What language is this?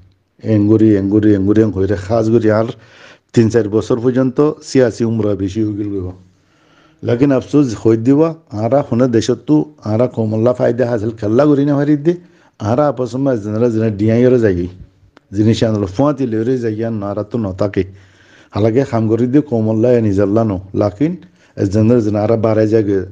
Rohingya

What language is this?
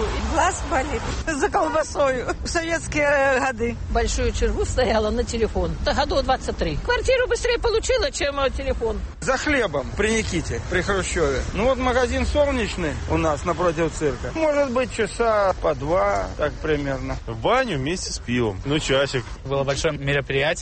Belarusian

